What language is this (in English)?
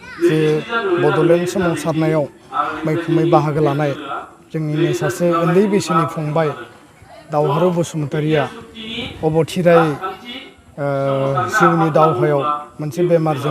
Bodo